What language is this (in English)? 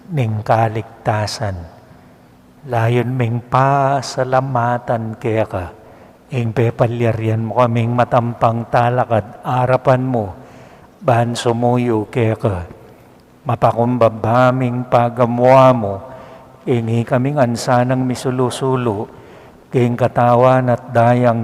Pampanga